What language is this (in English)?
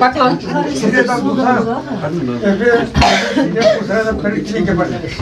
Chuvash